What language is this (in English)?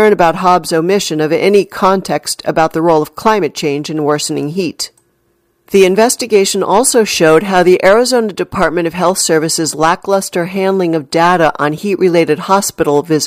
English